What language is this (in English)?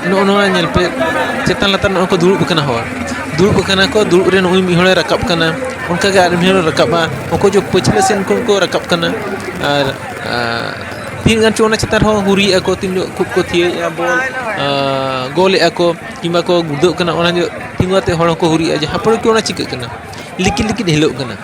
Santali